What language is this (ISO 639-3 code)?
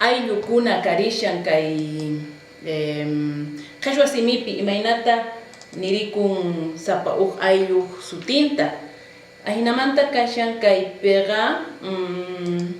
quh